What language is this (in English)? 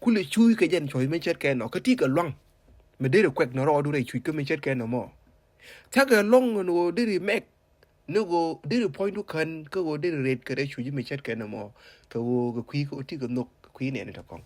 Nuer